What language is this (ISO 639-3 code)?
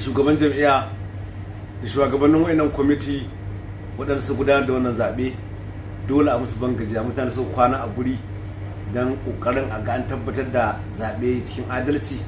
hau